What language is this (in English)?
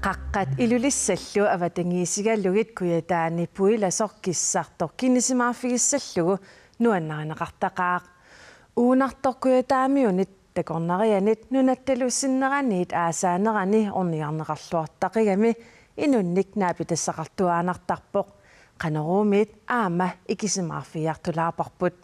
Kalaallisut